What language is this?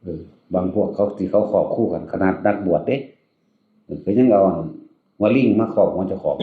Northeastern Thai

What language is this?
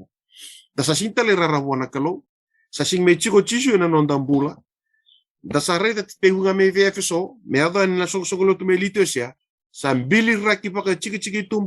Fijian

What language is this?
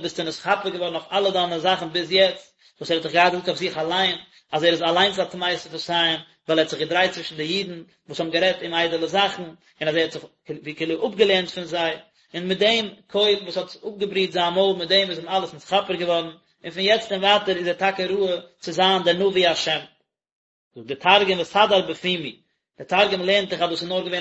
Yiddish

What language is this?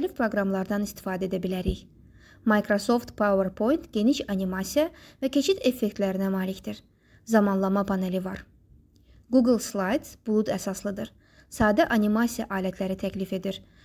Azerbaijani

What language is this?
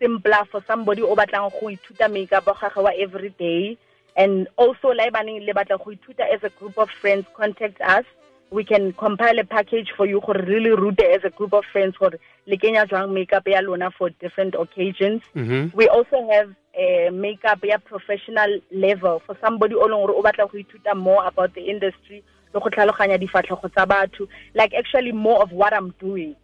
Tswana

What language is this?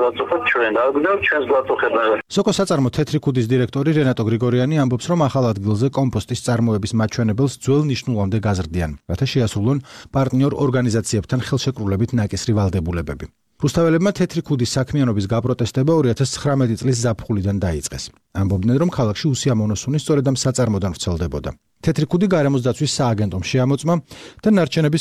Georgian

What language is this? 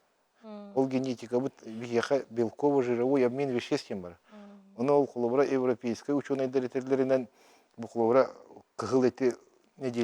Yakut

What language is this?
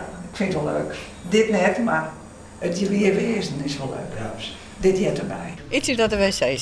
Western Frisian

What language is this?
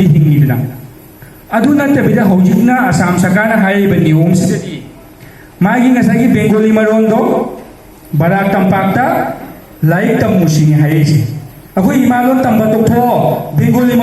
Manipuri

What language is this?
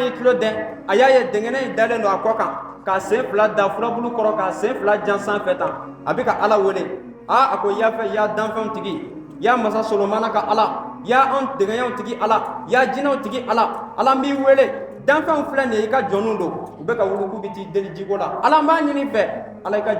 Bambara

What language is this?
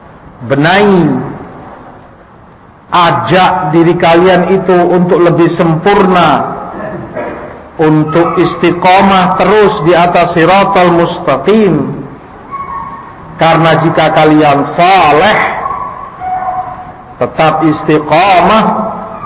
Indonesian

